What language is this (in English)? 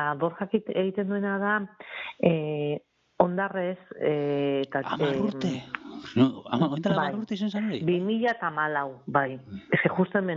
Basque